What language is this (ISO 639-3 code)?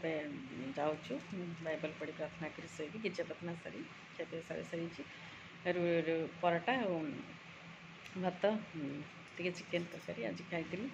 ori